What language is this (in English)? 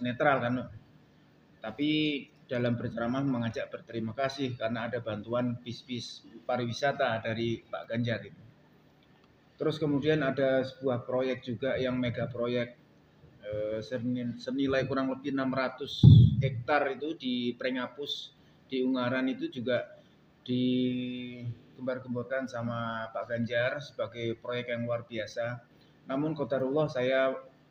Indonesian